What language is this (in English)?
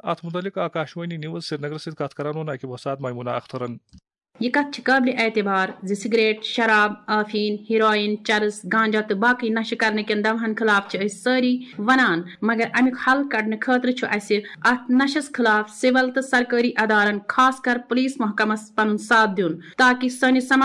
Kashmiri